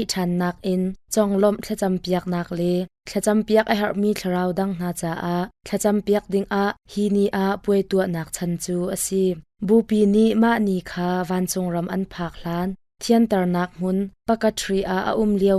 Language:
Hakha Chin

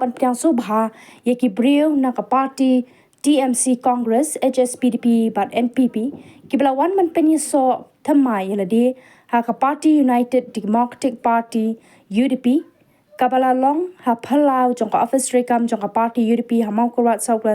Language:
Khasi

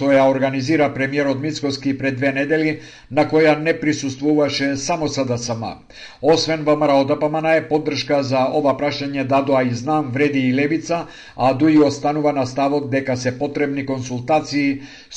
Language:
Macedonian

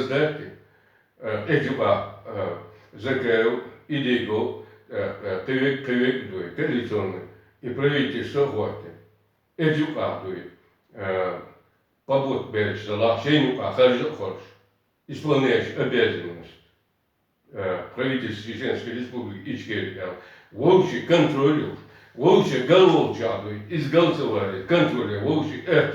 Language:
Chechen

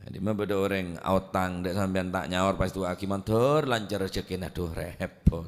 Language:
Madurese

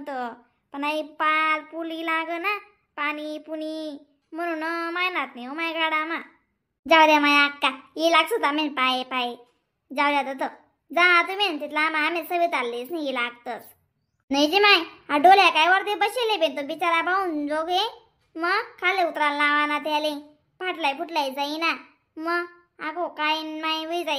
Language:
Khandesi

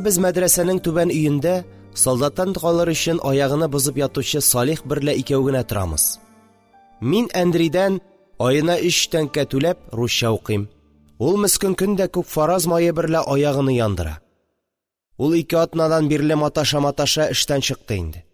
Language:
Tatar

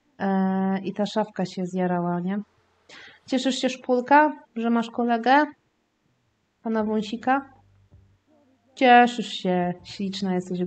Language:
Polish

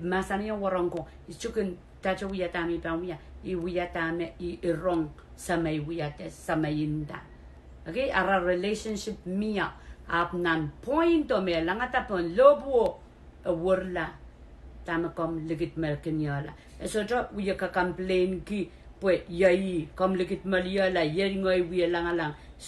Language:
Pohnpeian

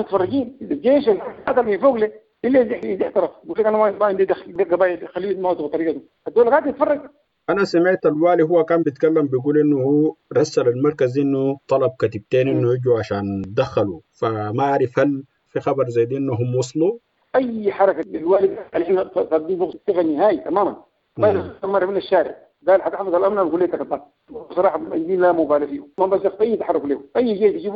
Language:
Sudanese Arabic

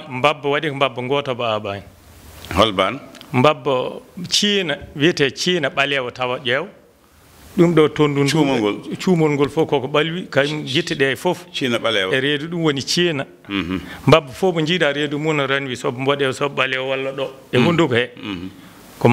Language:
Fula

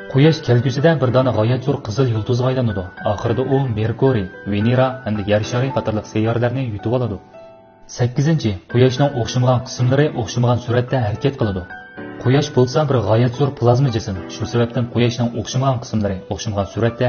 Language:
Uyghur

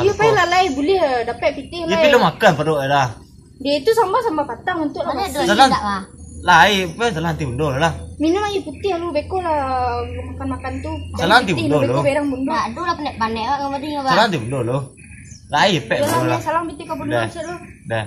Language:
Minangkabau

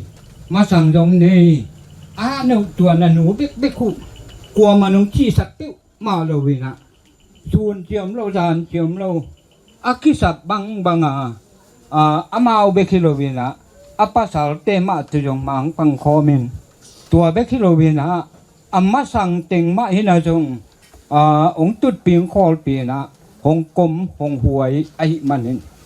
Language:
Tedim Chin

